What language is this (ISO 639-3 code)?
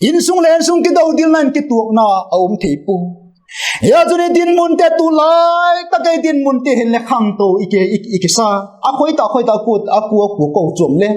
vap